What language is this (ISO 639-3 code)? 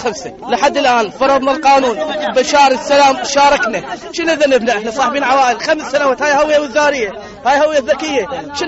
acm